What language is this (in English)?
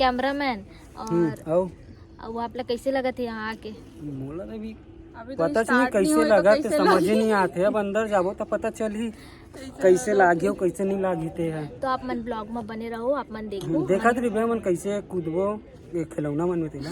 Chhattisgarhi